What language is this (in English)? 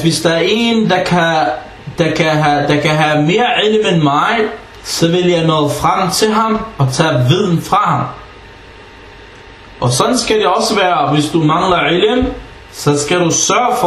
Danish